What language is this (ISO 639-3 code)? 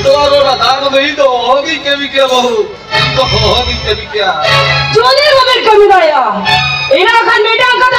sat